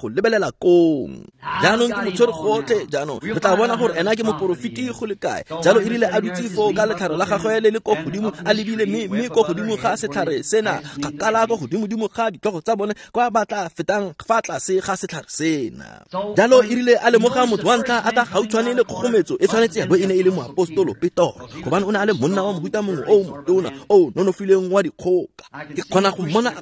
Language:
Tswana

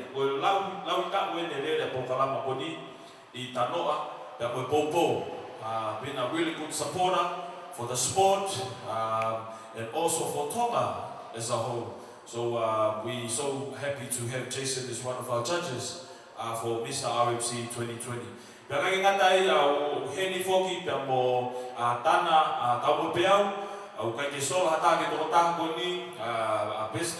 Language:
Tongan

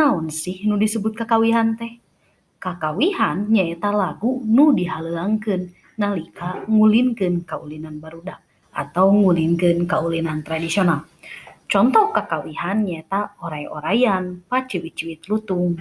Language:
Sundanese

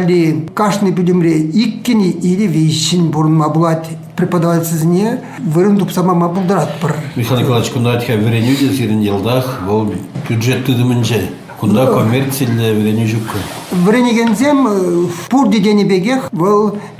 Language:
Chuvash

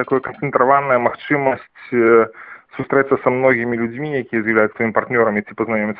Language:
Belarusian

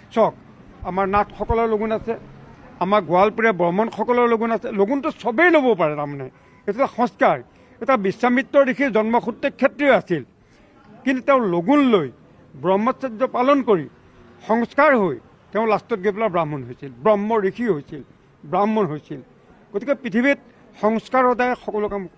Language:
Assamese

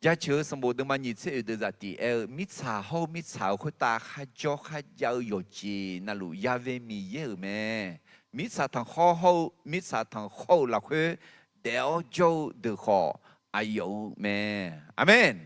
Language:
Akha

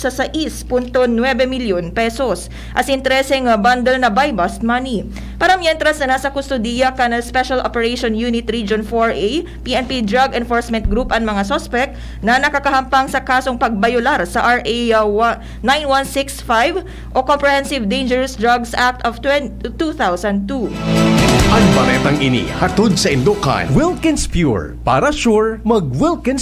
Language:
Bikol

